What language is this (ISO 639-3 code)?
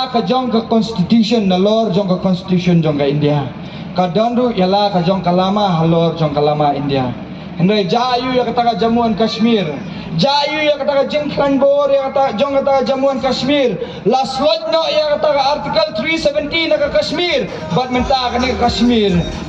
kha